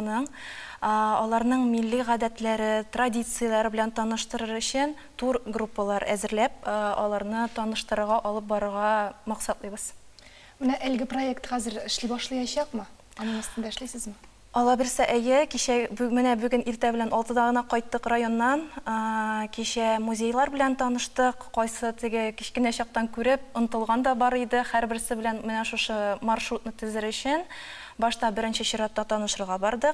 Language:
Tatar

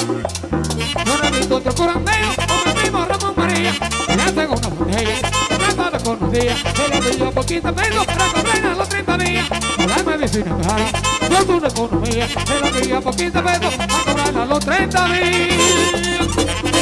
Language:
Spanish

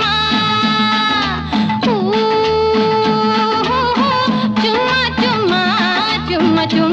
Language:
Hindi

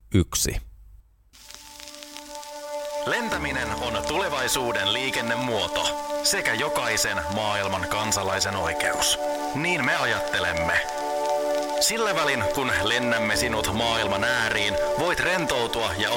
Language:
Finnish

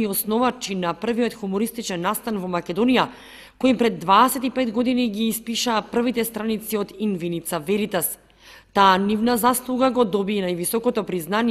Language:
Macedonian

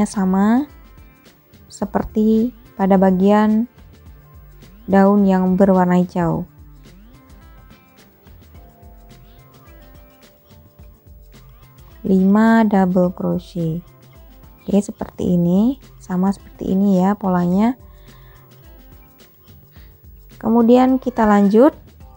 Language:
Indonesian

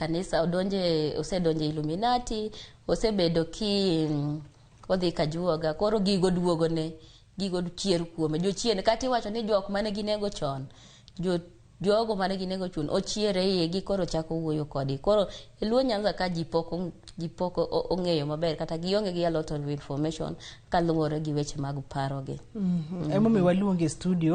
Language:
Luo (Kenya and Tanzania)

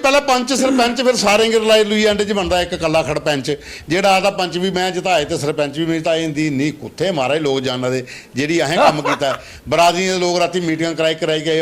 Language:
Dogri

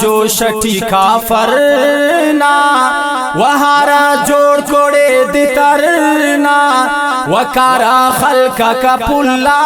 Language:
Brahui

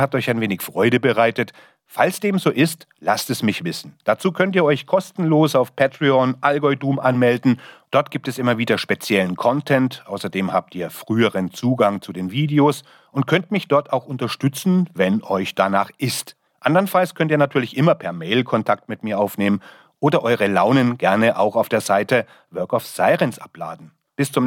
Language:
German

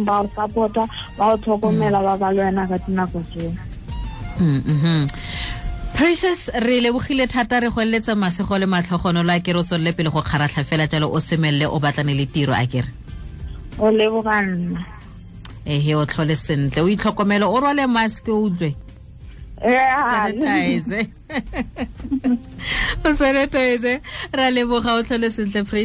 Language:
Tswana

